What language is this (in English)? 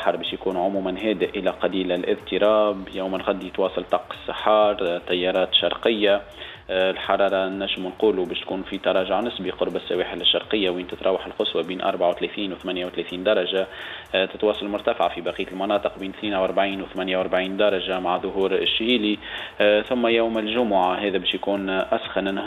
Tunisian Arabic